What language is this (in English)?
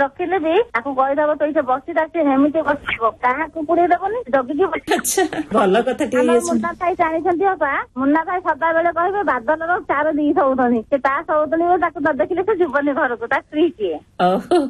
Odia